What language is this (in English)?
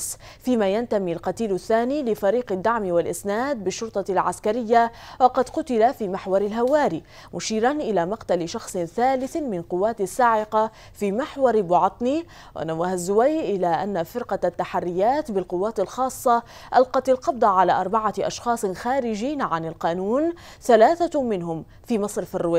Arabic